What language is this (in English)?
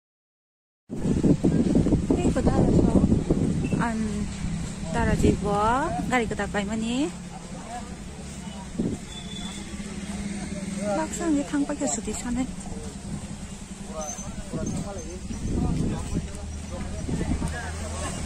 Korean